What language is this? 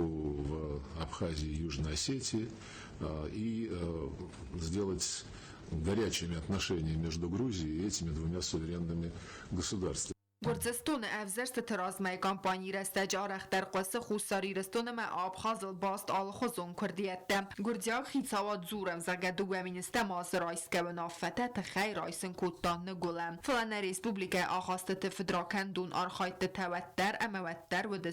Ossetic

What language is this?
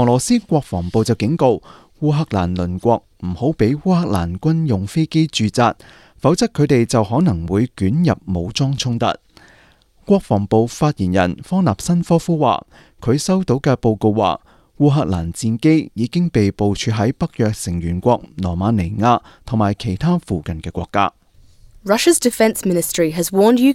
Cantonese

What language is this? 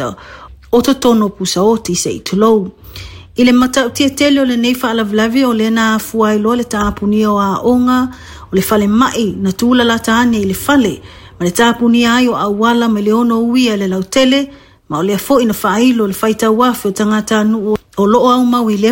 Samoan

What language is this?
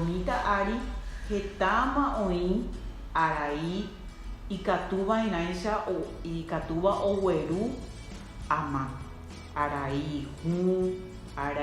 Guarani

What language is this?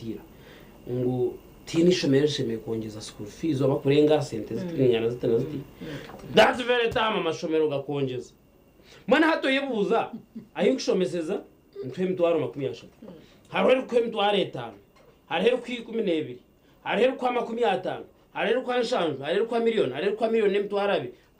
Nyankole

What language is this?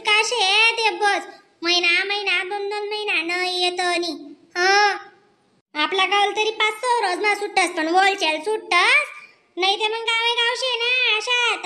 Khandesi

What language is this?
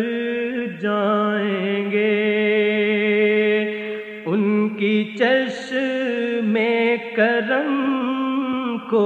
Urdu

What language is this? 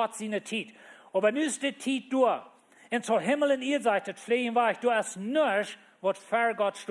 Plautdietsch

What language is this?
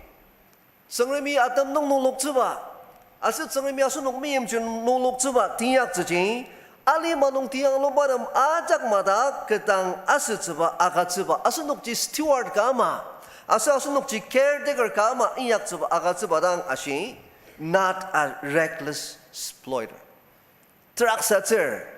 Ao Naga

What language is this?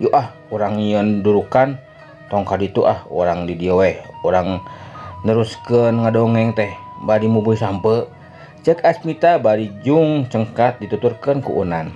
Sundanese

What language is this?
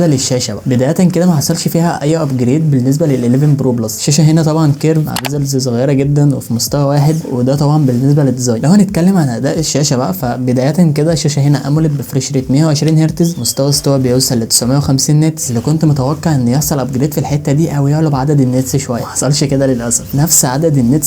Egyptian Arabic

